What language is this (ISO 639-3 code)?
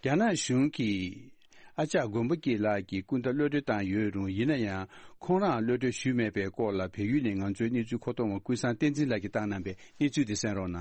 bod